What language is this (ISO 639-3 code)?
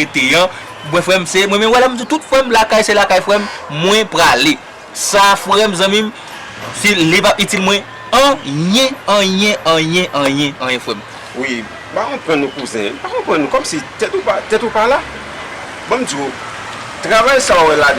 hat